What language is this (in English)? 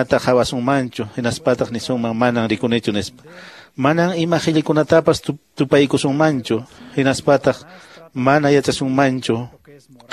Quechua